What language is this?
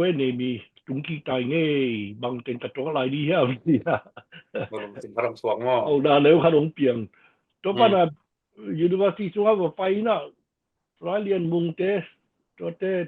Tedim Chin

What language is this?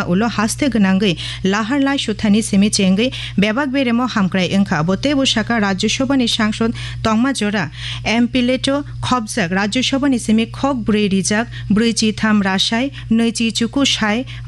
Kok Borok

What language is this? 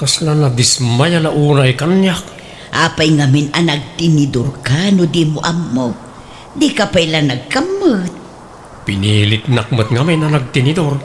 Iloko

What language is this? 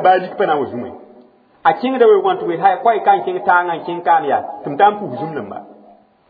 Mossi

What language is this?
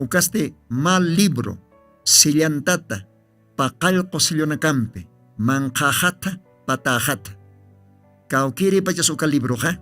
Aymara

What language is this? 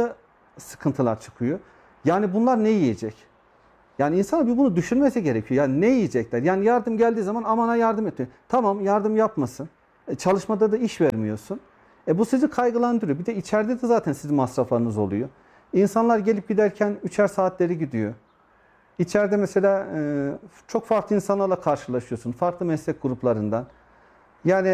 Turkish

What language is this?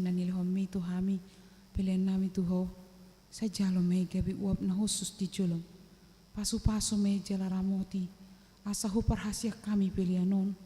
Batak Toba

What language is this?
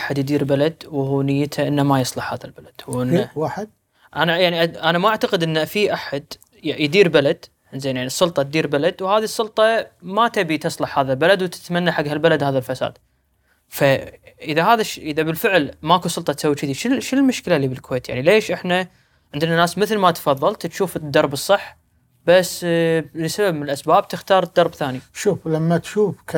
Gulf Arabic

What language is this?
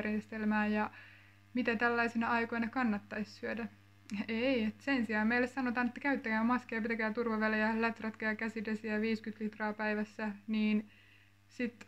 Finnish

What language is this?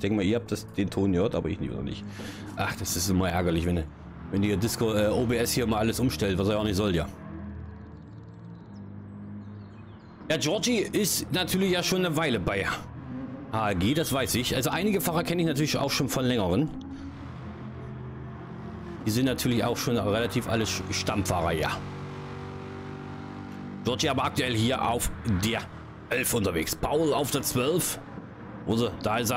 German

